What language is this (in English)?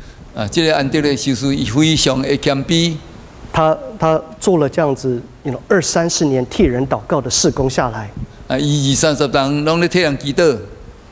Min Nan Chinese